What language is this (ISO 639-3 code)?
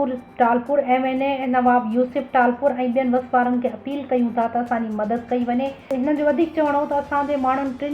snd